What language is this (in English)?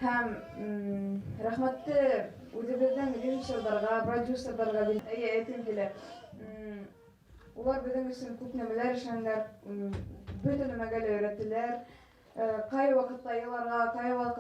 Bashkir